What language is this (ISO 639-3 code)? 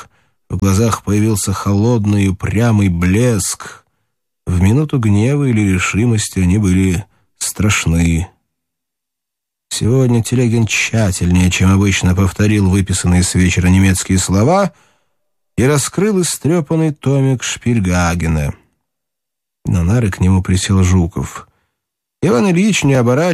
rus